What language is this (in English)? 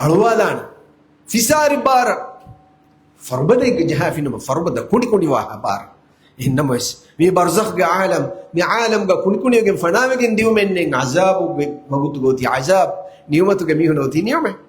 Divehi